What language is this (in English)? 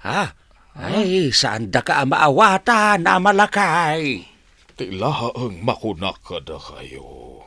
Iloko